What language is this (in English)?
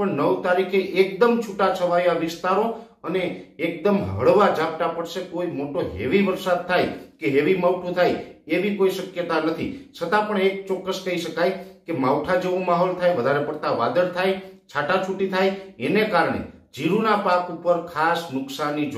Gujarati